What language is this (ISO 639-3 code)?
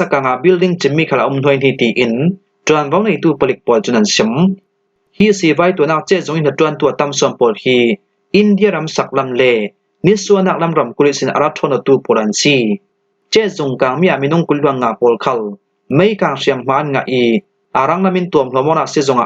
cfm